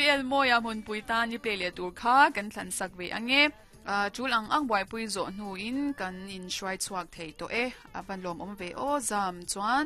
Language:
Mizo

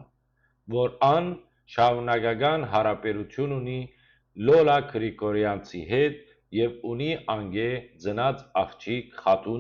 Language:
Western Armenian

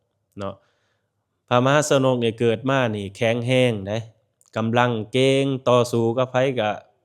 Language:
Lao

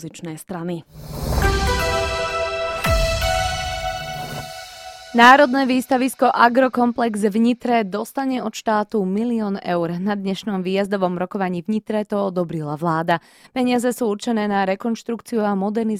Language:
Slovak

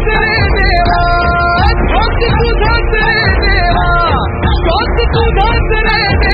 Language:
Marathi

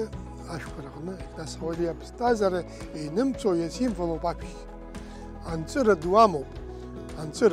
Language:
Abkhazian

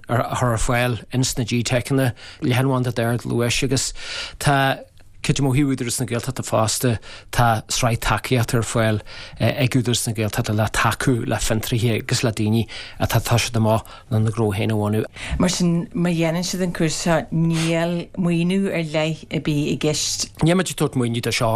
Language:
Irish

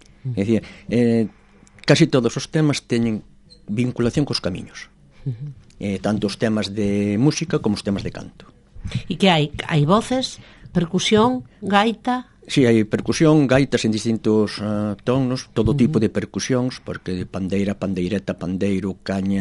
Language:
Galician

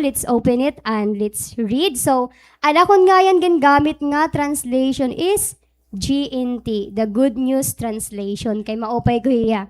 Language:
Waray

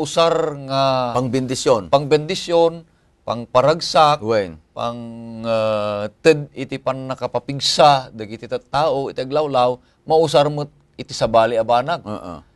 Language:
Iloko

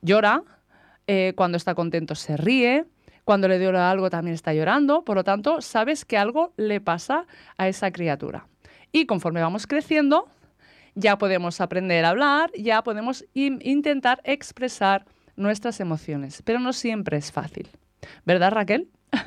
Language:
Spanish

